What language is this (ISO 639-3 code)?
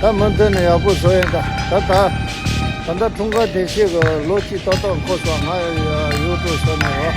bod